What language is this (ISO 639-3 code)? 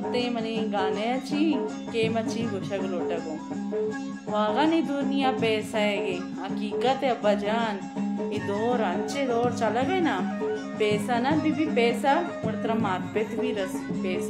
bal